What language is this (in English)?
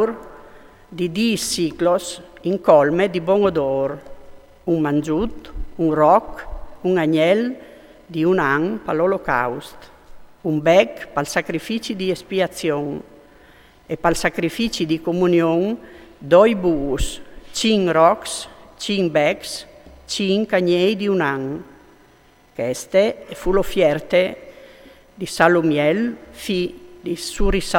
Friulian